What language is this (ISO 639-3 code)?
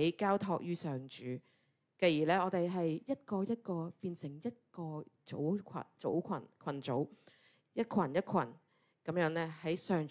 yue